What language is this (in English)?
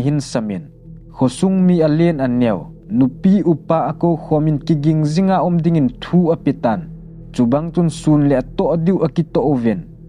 Thado Chin